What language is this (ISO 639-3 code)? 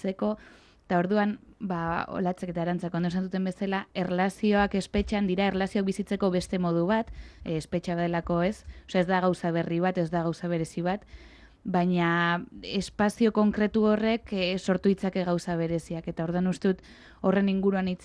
eus